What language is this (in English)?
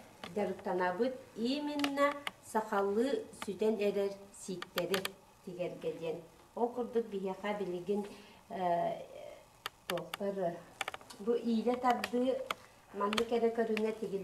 Yakut